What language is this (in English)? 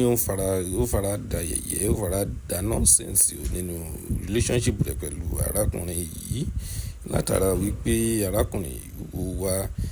Yoruba